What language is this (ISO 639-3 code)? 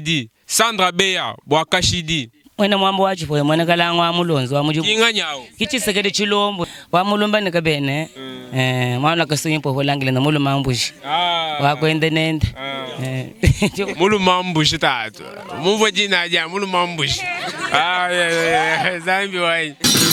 lua